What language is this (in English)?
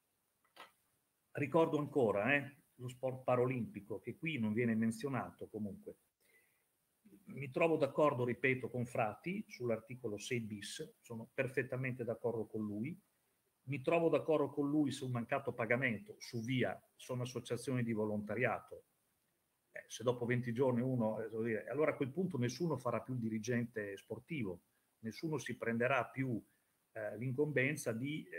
Italian